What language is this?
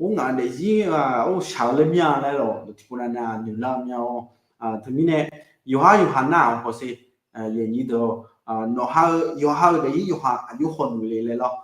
Akha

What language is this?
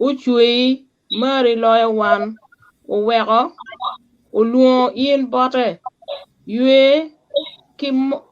Acoli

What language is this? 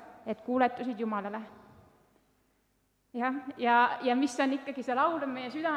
Estonian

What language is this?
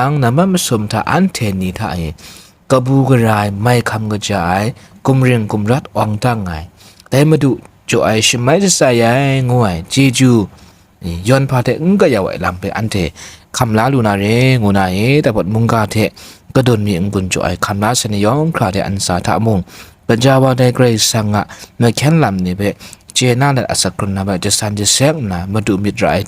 Kachin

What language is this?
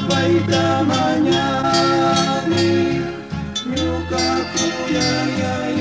Chimborazo Highland Quichua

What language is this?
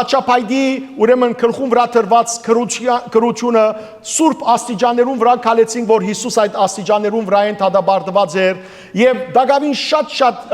Western Armenian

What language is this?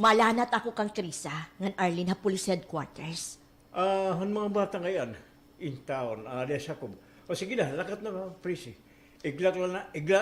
Waray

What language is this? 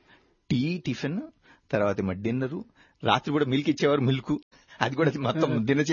Telugu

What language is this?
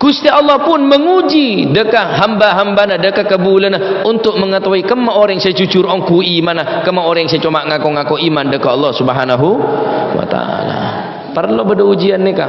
Madurese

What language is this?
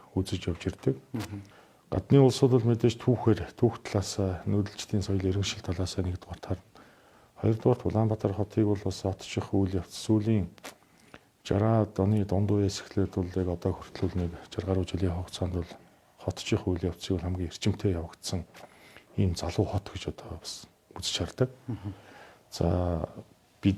Mongolian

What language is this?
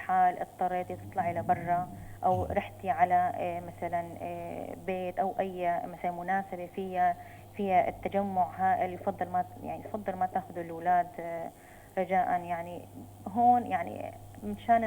North Levantine Arabic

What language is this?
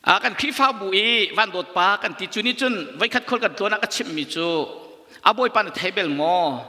Hakha Chin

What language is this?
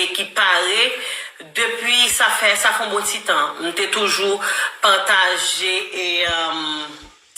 Haitian Creole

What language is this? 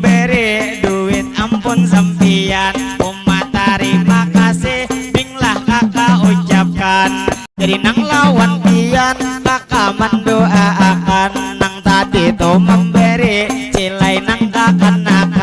Banjar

